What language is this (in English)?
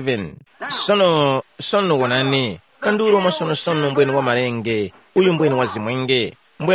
Tumbuka